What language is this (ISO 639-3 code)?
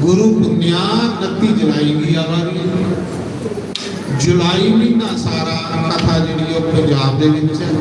doi